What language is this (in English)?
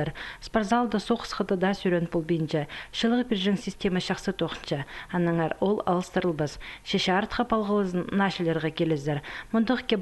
Khakas